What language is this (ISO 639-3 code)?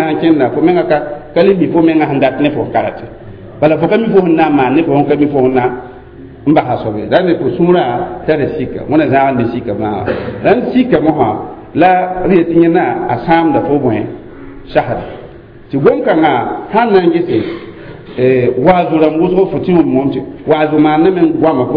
mos